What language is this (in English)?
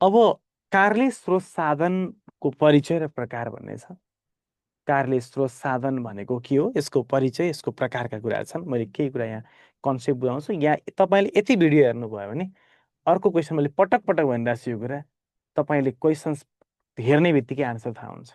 Nepali